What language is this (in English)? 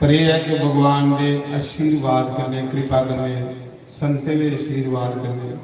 Dogri